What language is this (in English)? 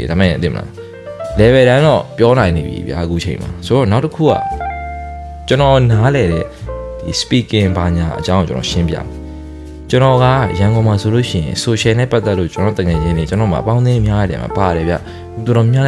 Burmese